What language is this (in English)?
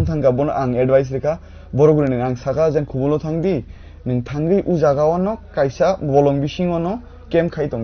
Kok Borok